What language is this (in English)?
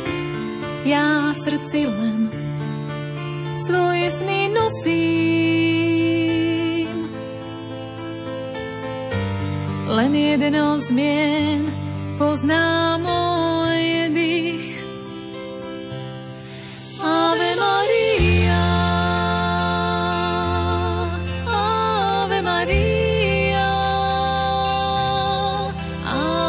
Slovak